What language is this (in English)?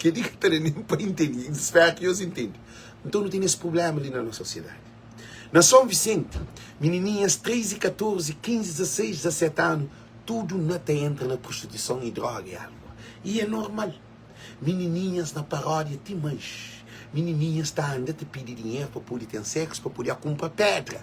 Kabuverdianu